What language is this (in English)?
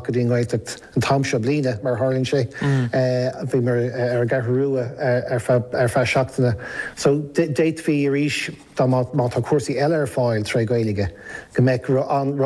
Irish